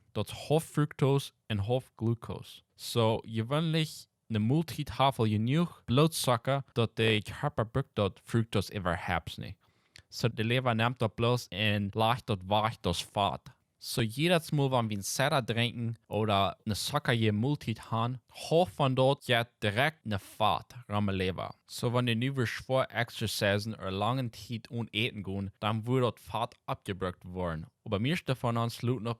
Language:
Plautdietsch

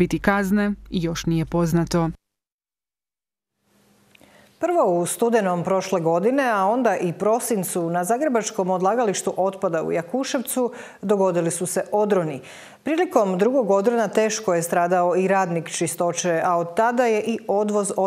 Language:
Croatian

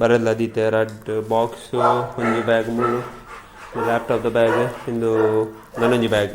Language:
Tulu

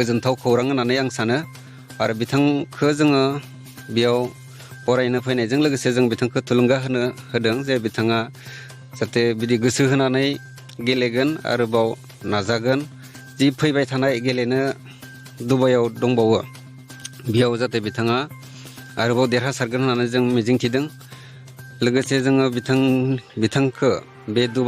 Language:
Bodo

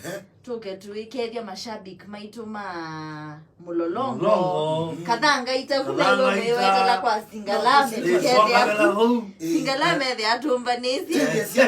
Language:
Kamba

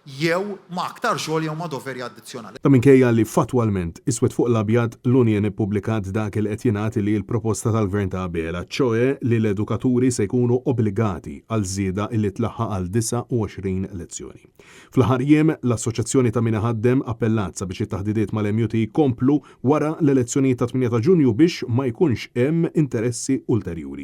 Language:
Maltese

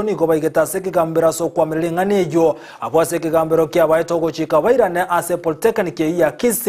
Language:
Gusii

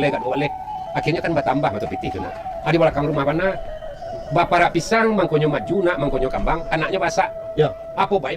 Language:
Minangkabau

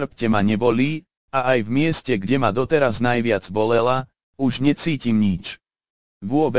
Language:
Slovak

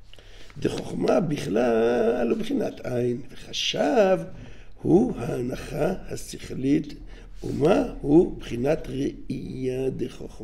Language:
Hebrew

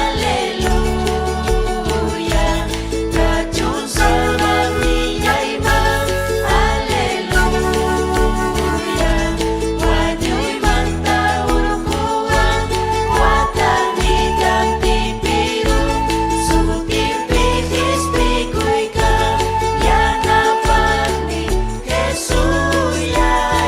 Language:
Ayacucho Quechua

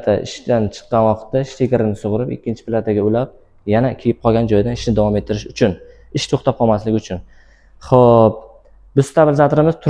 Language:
Uzbek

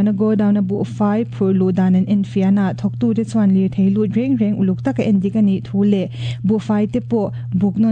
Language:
Mizo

